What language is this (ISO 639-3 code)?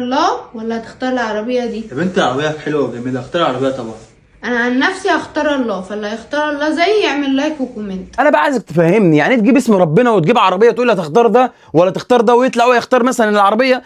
arz